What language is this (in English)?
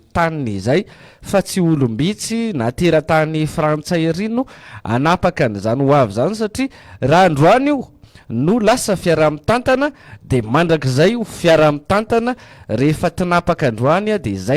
Malagasy